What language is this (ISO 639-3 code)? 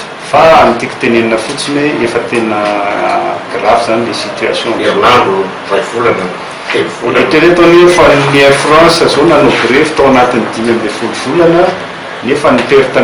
mlg